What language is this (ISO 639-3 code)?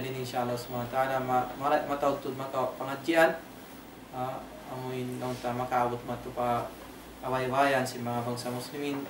tsg